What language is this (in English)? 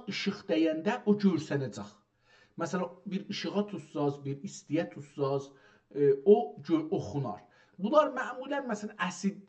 South Azerbaijani